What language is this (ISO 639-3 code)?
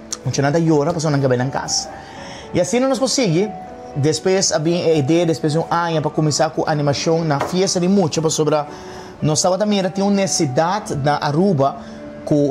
pap